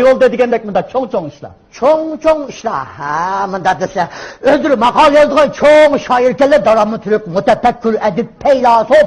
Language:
Uyghur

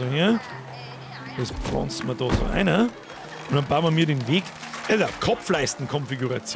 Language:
Bavarian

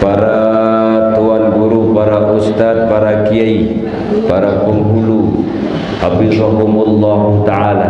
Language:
Sasak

